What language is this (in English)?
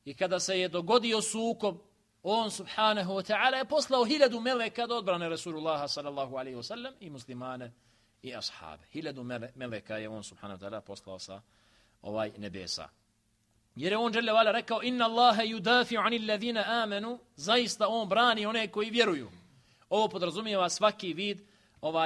Bosnian